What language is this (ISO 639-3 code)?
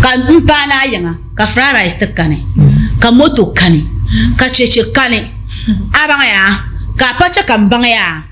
dag